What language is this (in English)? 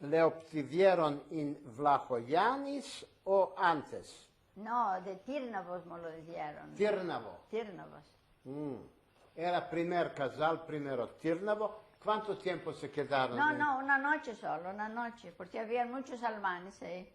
Ladino